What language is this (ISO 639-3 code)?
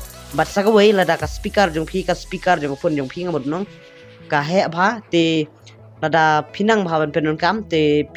kha